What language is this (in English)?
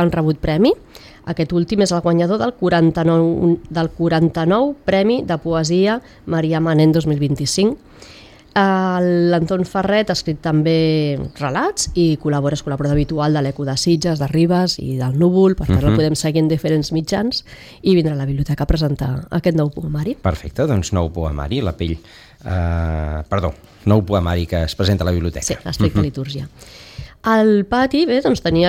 Catalan